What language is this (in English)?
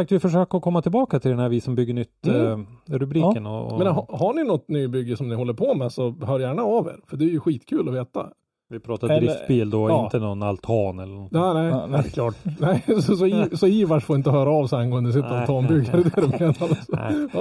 Swedish